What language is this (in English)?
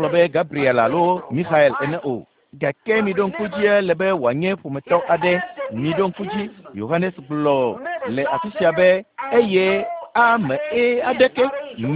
Ewe